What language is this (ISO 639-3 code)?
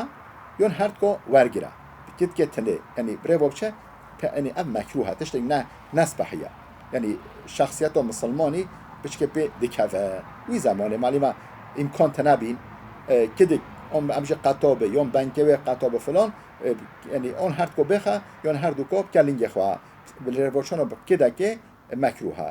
kur